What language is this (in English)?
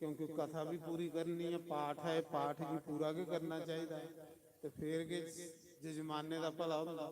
Dogri